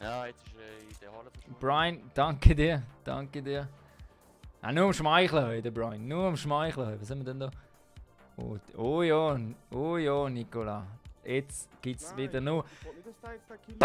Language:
Swiss German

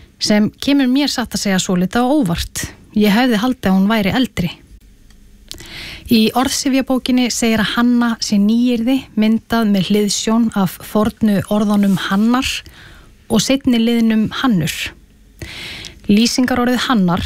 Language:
Icelandic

